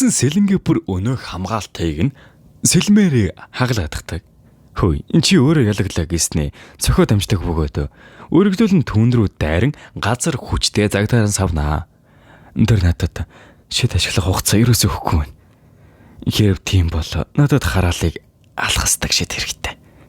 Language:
Mongolian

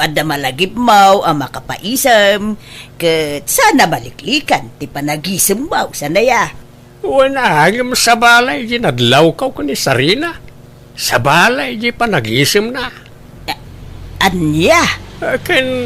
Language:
Iloko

